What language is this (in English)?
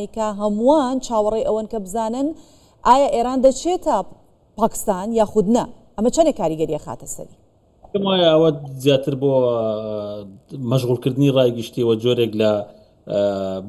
Central Kurdish